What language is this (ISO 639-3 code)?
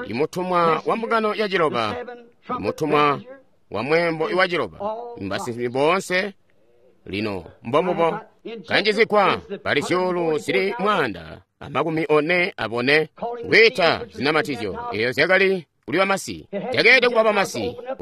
toi